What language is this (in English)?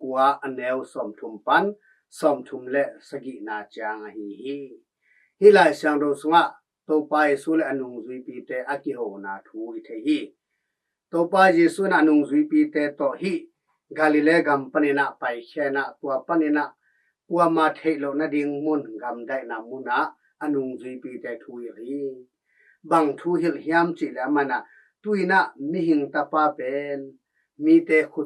Tedim Chin